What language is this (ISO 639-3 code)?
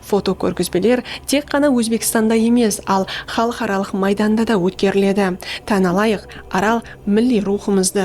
kaa